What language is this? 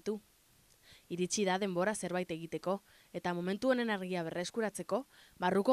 Basque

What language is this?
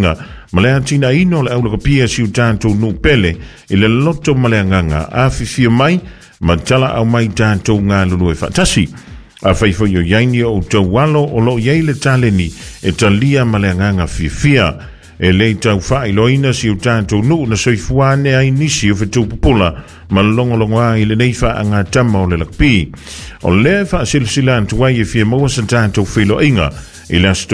Samoan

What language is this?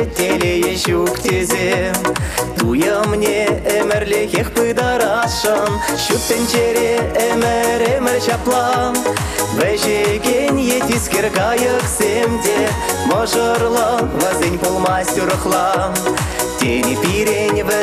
Chuvash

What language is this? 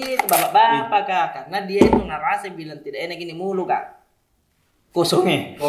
Makassar Malay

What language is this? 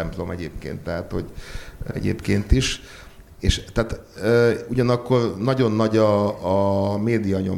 Hungarian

